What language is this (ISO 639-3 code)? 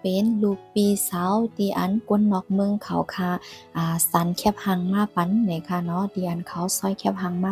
shn